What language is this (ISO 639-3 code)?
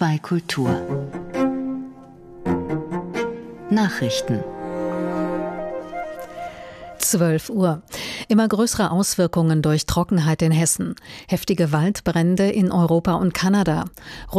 deu